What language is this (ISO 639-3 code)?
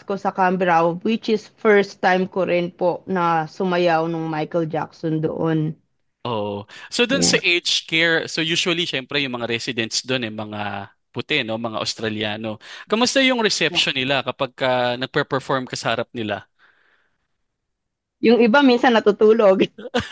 fil